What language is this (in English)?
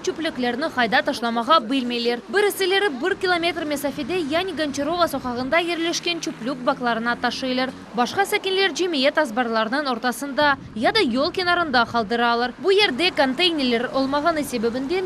Crimean Tatar